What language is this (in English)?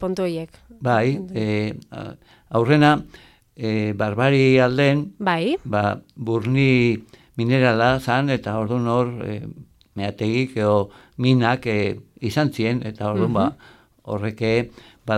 Basque